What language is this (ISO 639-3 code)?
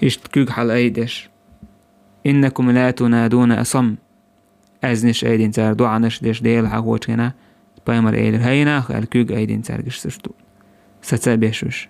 che